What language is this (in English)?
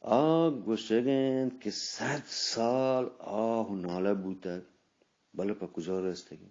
Eastern Balochi